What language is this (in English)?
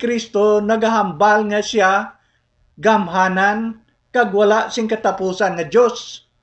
Hiligaynon